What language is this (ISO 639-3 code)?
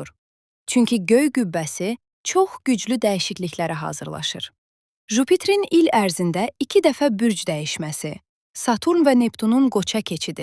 aze